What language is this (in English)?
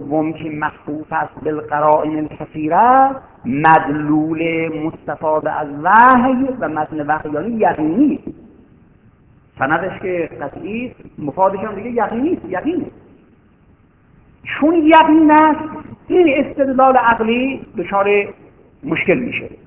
Persian